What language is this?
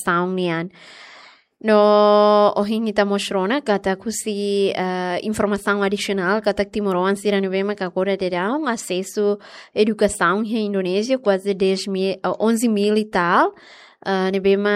Tetum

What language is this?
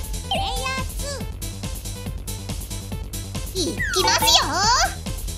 Japanese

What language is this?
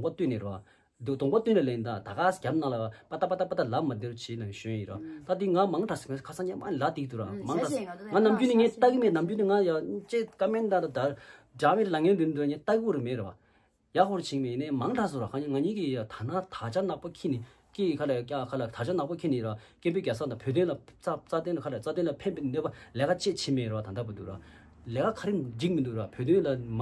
Tibetan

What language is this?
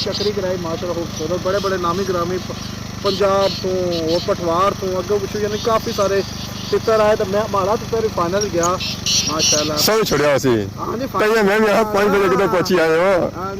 Pahari-Potwari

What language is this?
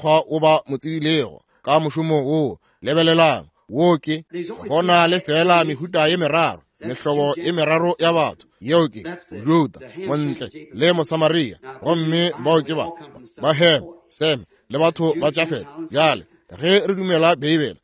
Northern Sotho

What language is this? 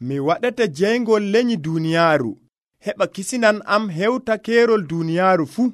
Nigerian Fulfulde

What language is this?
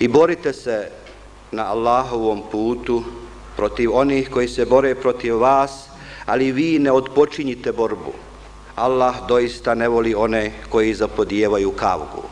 Bosnian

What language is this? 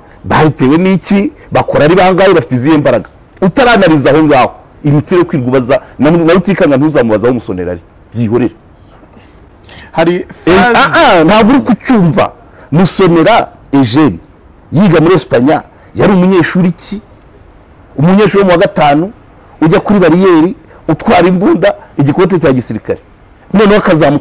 Kinyarwanda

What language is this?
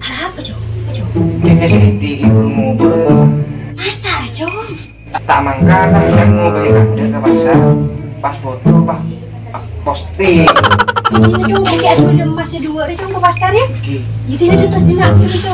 Madurese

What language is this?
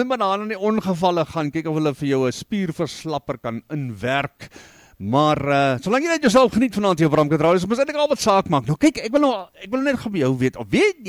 Afrikaans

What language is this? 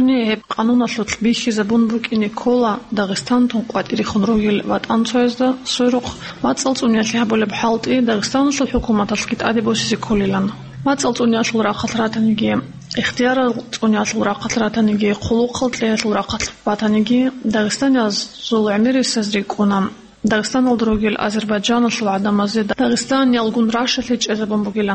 Avaric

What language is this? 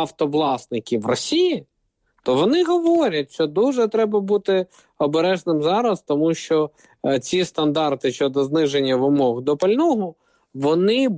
Ukrainian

